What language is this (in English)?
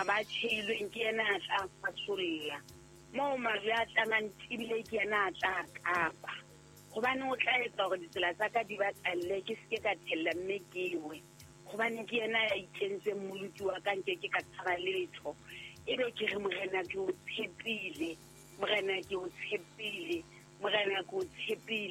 Southern Sotho